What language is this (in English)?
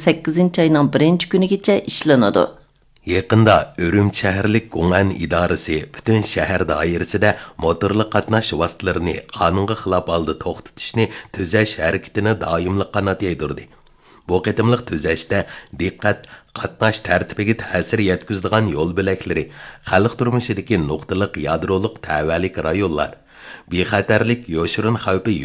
Uyghur